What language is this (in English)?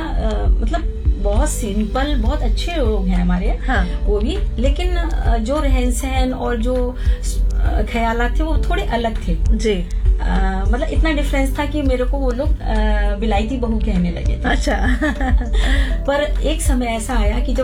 Hindi